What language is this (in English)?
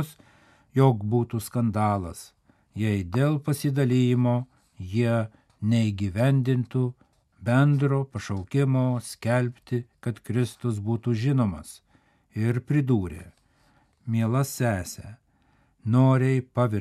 Lithuanian